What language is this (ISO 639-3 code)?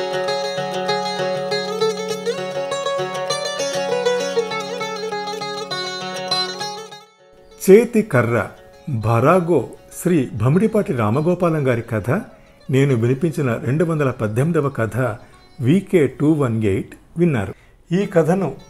tel